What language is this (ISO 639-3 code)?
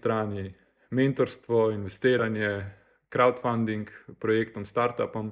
slv